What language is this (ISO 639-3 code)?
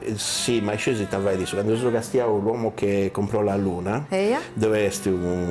srd